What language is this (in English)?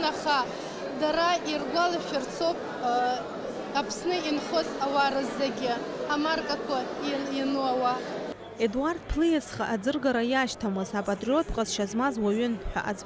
Abkhazian